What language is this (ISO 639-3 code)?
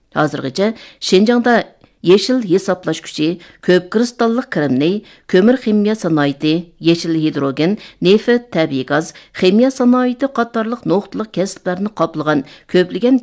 uig